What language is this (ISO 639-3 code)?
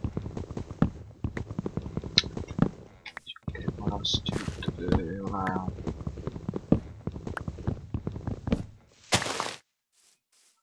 est